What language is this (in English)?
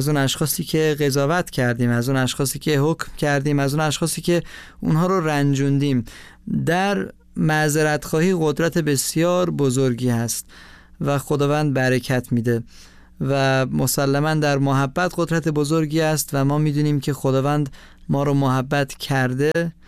Persian